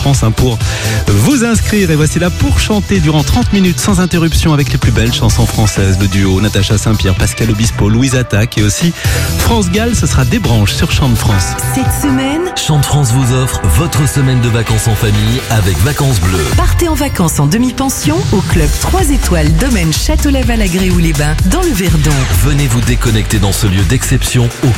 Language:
French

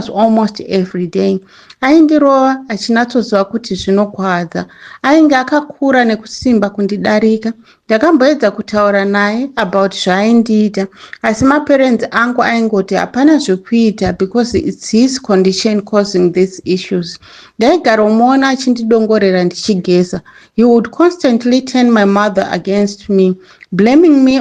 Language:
Shona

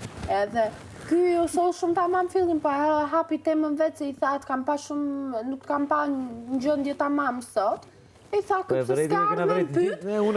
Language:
Albanian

